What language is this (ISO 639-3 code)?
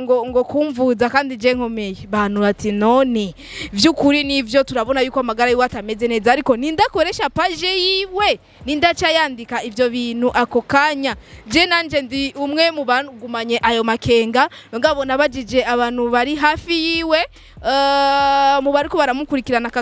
run